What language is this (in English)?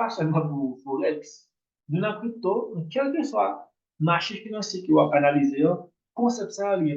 Haitian Creole